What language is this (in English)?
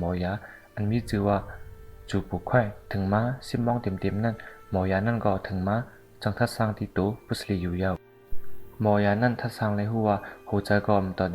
Shan